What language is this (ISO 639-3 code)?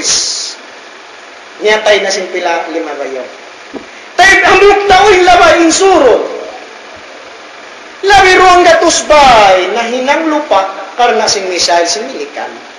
tsg